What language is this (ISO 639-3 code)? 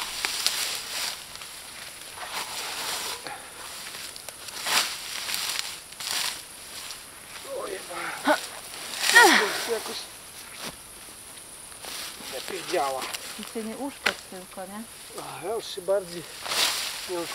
pol